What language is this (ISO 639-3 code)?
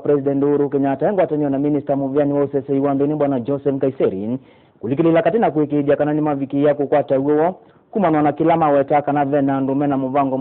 kam